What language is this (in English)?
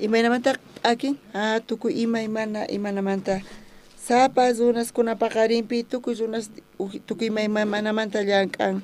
South Bolivian Quechua